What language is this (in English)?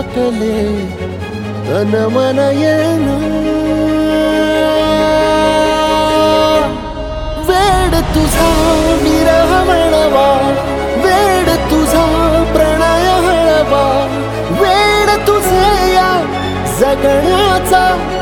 Marathi